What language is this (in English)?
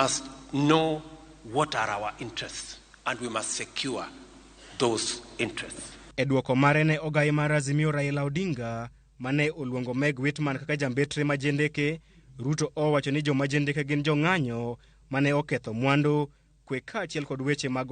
Luo (Kenya and Tanzania)